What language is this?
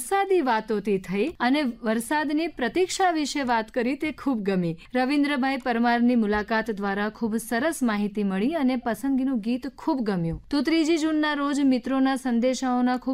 Gujarati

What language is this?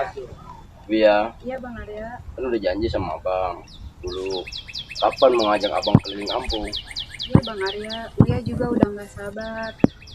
Betawi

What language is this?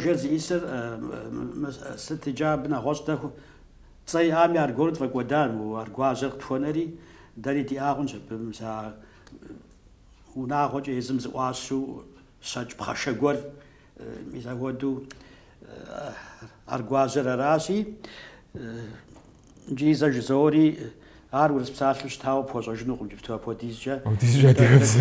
Kabardian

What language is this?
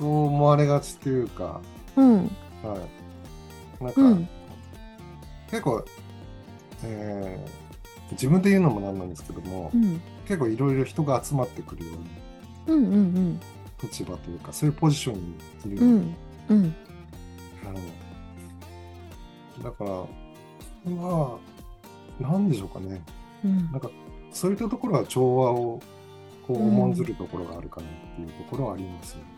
Japanese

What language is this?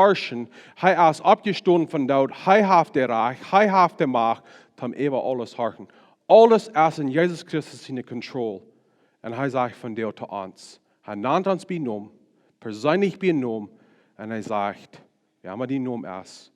Plautdietsch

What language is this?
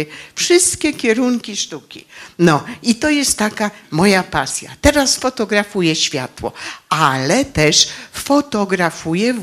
Polish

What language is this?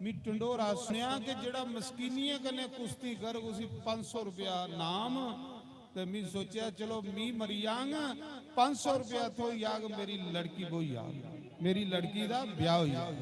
Dogri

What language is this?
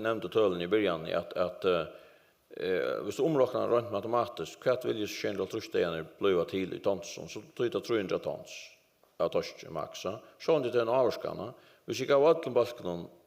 Faroese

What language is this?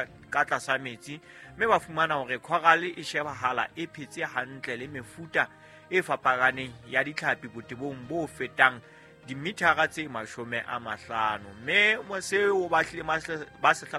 Southern Sotho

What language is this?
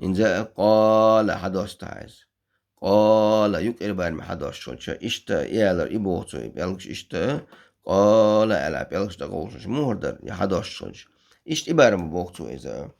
Chechen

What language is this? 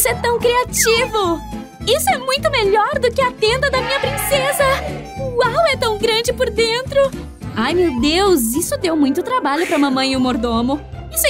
Portuguese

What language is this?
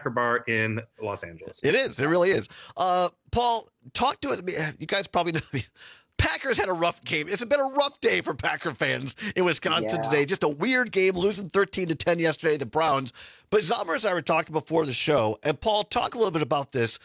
English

